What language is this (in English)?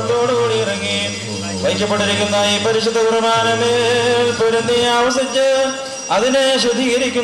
Malayalam